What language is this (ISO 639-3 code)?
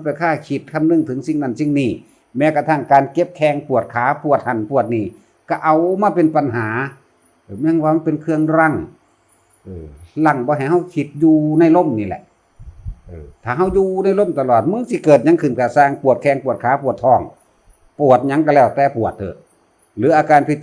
tts